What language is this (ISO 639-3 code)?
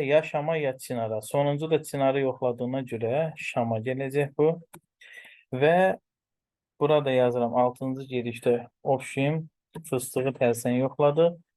aze